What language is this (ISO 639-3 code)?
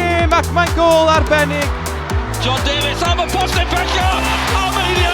cym